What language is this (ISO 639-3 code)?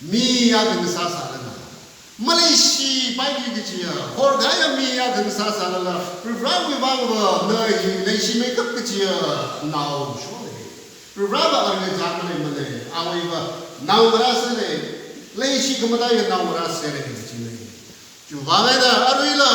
nmf